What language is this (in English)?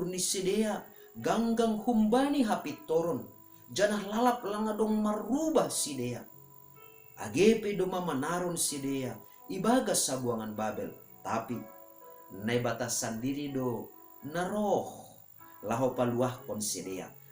Batak Simalungun